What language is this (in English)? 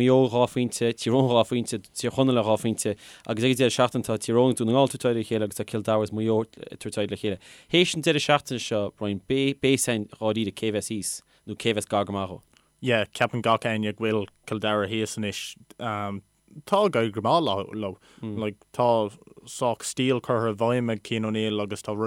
Irish